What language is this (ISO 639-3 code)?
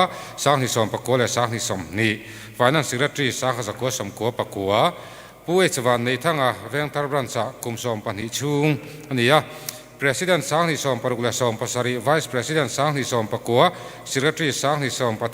lus